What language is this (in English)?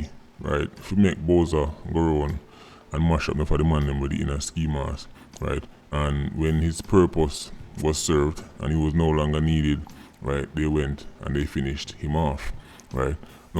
Jamaican Creole English